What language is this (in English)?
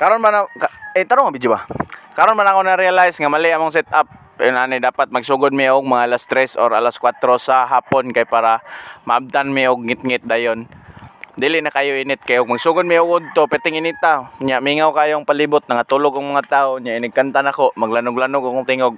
Cebuano